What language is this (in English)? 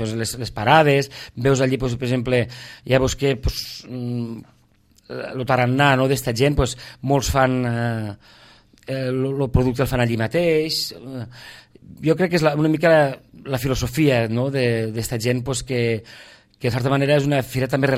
Catalan